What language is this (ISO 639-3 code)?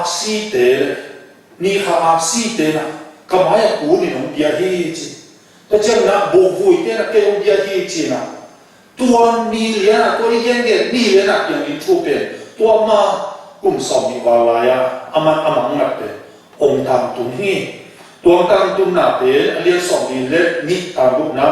ctd